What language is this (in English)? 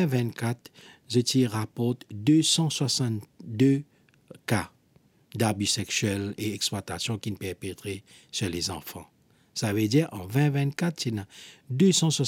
Morisyen